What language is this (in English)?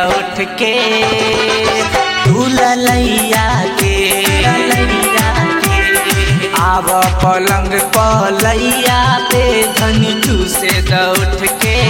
Bhojpuri